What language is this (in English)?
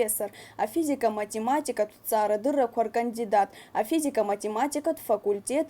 Abkhazian